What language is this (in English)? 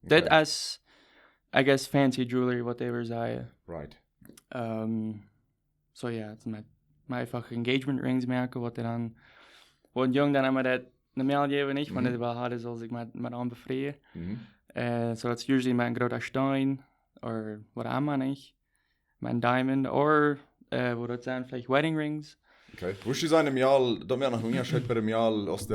Plautdietsch